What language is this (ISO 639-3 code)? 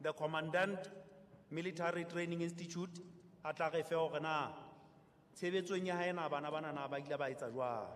sot